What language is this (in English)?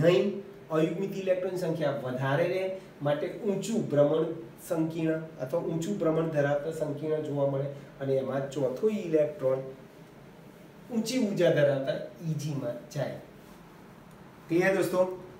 Gujarati